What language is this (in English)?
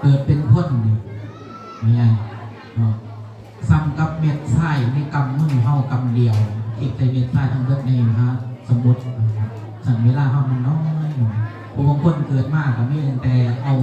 Northeastern Thai